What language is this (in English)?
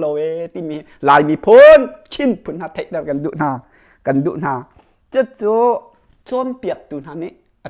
Hakha Chin